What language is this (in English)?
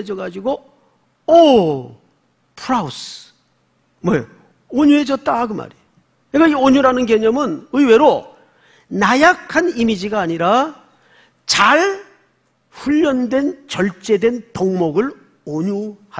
Korean